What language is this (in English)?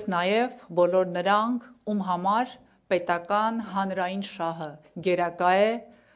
Armenian